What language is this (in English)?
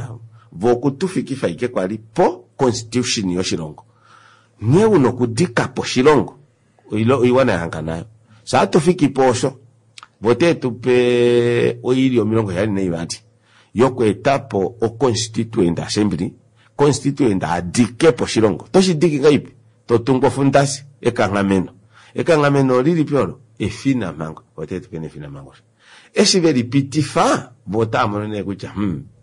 Kuanyama